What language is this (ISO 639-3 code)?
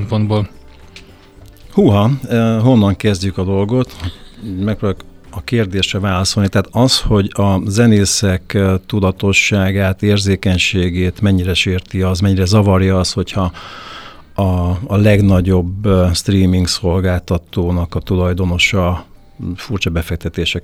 hun